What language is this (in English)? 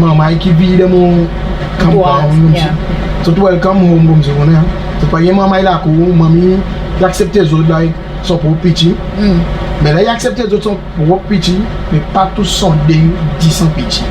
Seselwa Creole French